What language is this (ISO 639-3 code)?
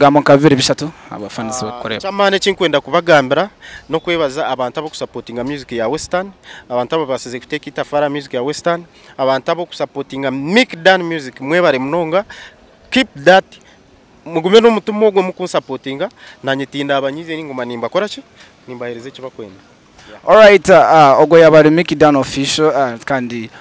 nyn